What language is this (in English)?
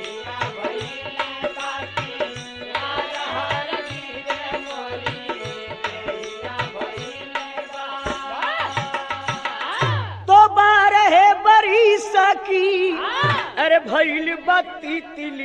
Bhojpuri